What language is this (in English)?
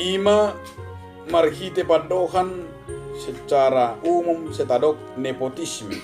Batak Toba